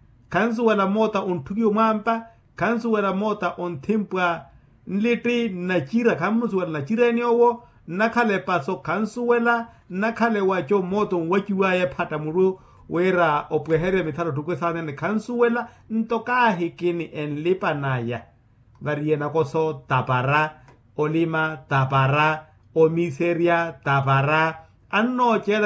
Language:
Makhuwa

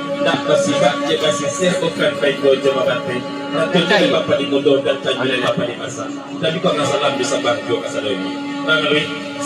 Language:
Minangkabau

